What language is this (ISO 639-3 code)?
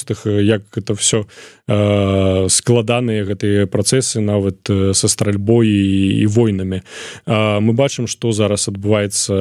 bel